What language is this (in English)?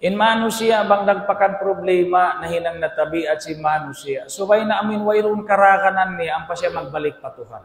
Tausug